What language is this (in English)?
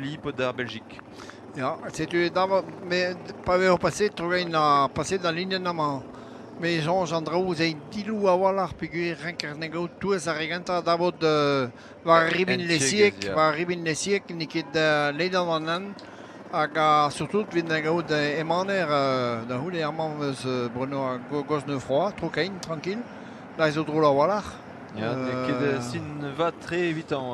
Breton